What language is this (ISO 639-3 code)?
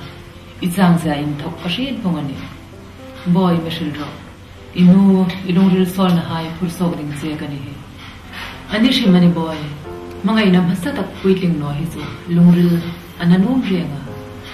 hmr